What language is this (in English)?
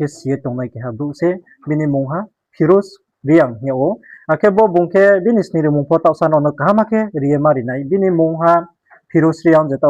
Riang (India)